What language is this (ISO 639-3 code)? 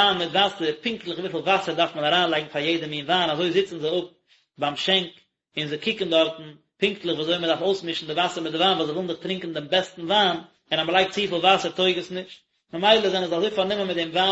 yid